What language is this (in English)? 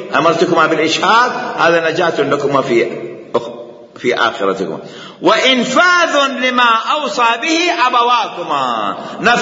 Mesopotamian Arabic